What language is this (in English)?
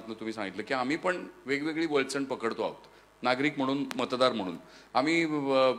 Marathi